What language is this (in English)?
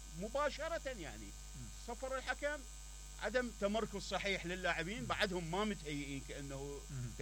Mesopotamian Arabic